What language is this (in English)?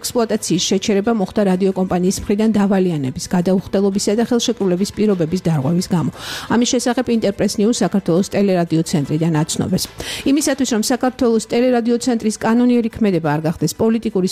Georgian